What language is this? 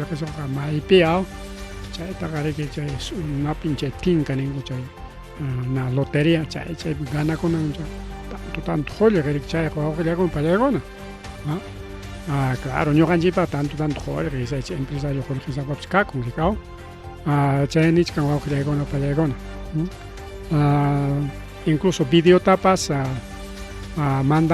Ayacucho Quechua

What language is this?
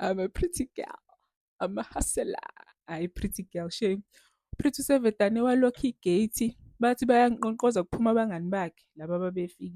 Zulu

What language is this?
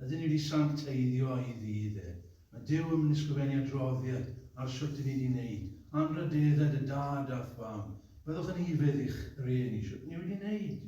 Welsh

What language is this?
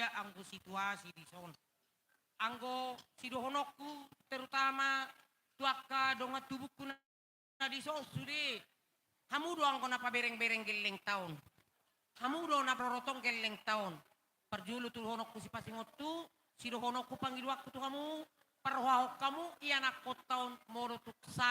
Batak Toba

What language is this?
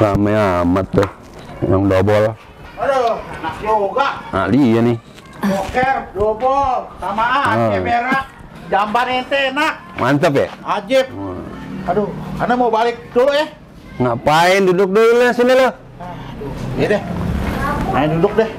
Betawi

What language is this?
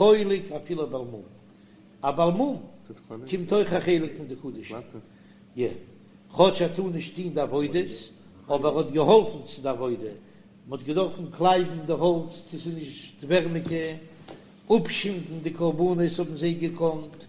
Yiddish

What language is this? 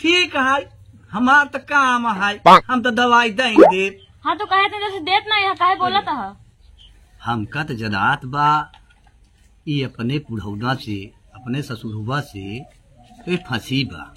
Awadhi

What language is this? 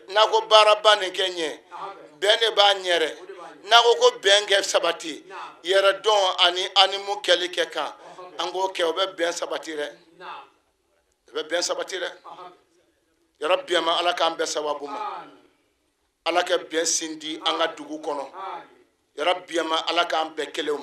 Bambara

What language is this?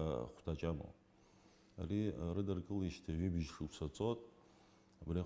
Abkhazian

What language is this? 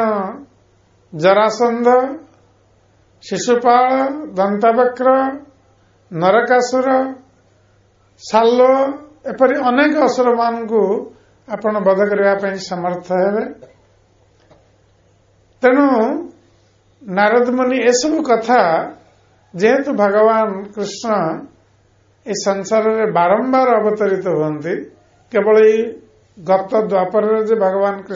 Odia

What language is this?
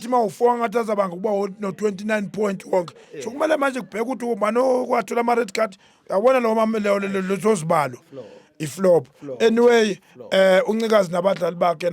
Zulu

